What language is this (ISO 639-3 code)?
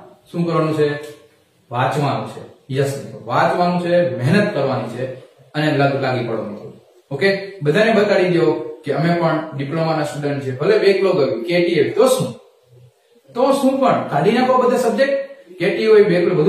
guj